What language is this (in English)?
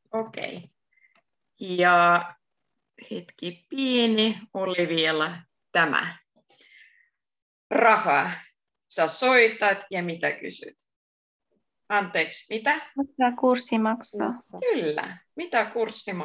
Finnish